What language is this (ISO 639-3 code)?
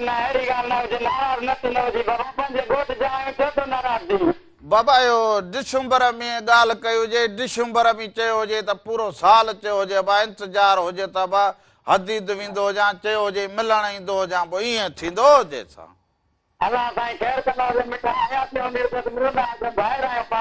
snd